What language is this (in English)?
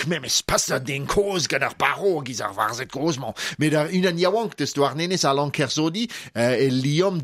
Breton